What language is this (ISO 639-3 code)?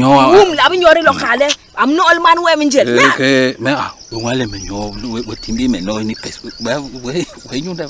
bas